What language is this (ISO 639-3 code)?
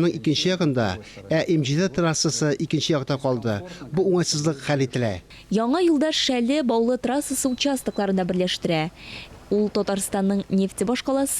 tat